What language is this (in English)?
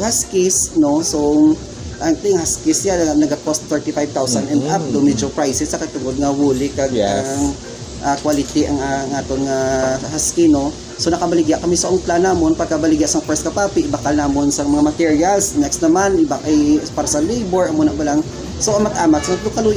Hiligaynon